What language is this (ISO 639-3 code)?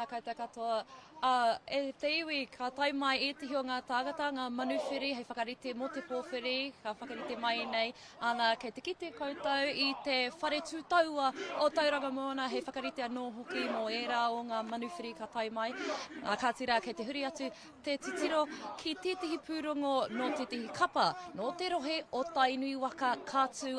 mri